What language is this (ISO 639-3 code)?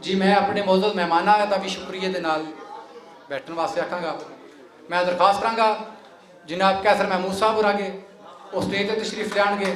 lah